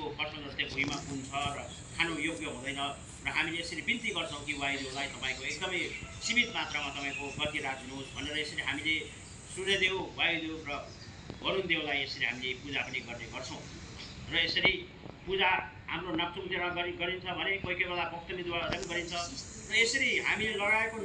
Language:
Nepali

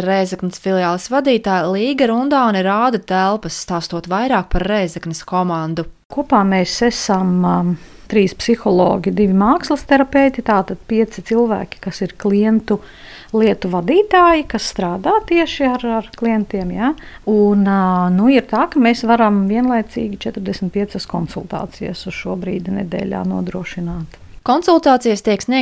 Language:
Latvian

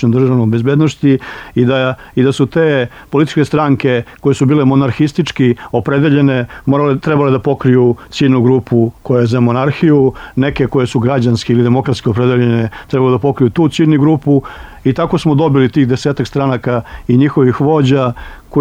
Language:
Serbian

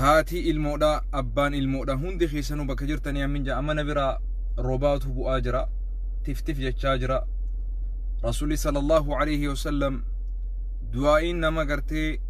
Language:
Oromo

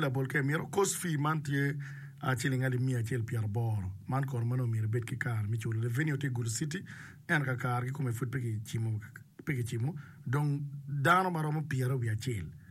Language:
Acoli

